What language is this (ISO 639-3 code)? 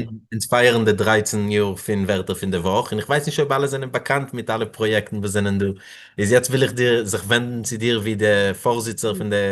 yid